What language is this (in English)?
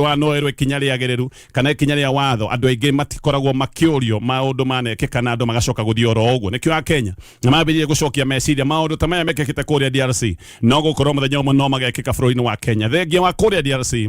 Kikuyu